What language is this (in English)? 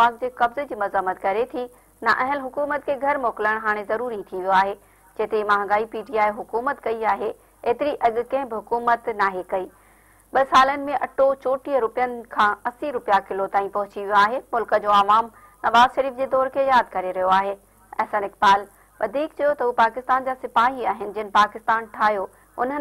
Sindhi